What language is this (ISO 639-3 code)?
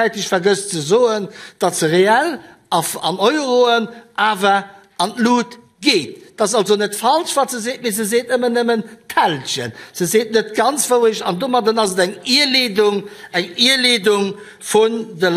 ltz